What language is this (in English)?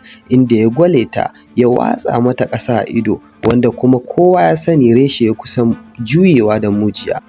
Hausa